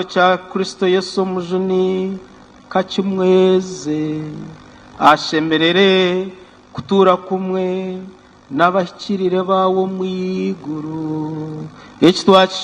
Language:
Nyankole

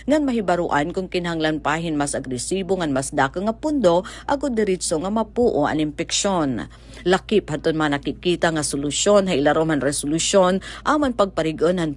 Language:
Waray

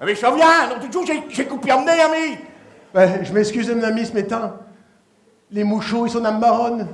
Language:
Picard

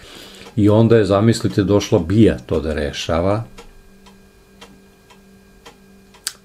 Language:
Serbian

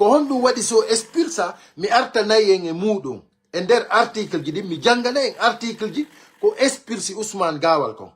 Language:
Pular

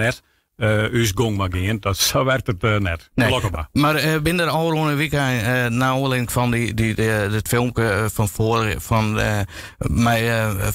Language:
Western Frisian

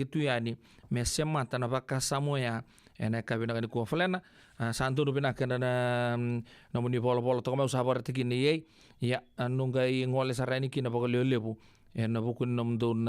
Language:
Fijian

